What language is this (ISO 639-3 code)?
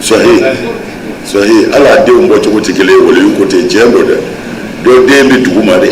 bam